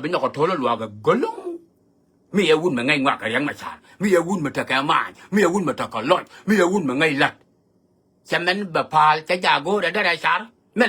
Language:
Nuer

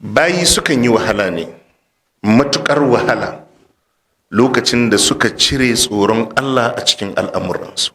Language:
Hausa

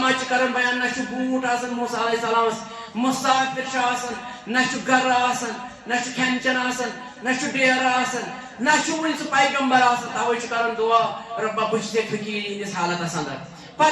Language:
Kashmiri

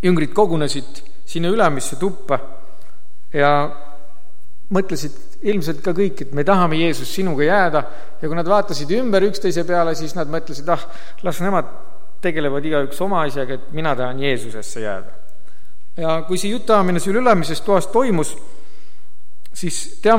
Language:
Estonian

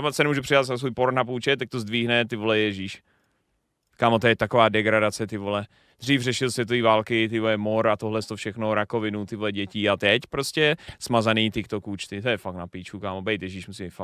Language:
Czech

